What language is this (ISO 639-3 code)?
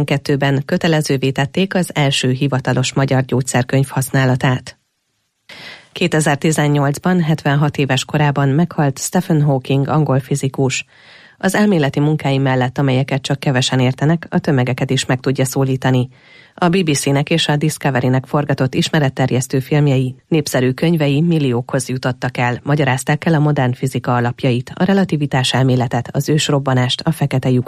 hun